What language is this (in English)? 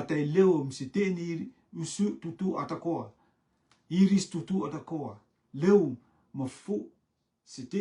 Rotuman